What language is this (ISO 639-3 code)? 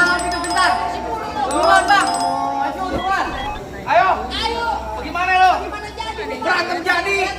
bew